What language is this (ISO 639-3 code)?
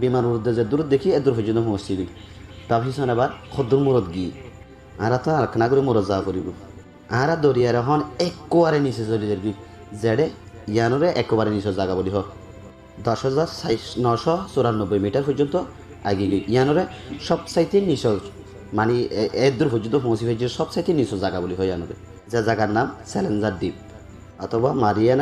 rhg